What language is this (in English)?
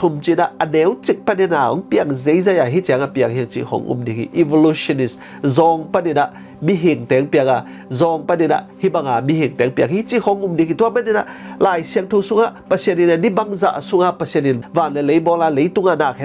Tedim Chin